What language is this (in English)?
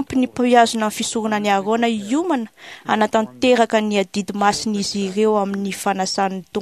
Malagasy